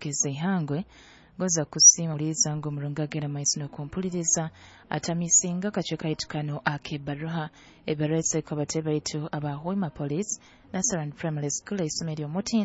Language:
Nyoro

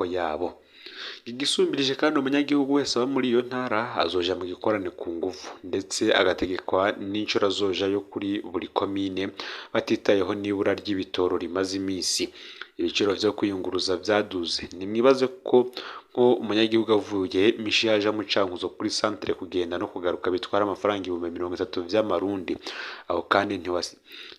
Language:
Rundi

